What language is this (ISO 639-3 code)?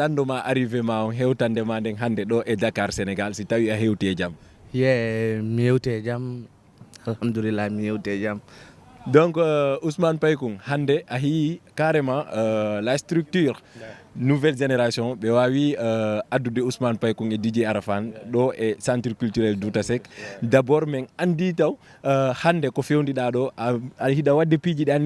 ful